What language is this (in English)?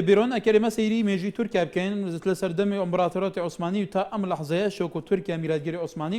Central Kurdish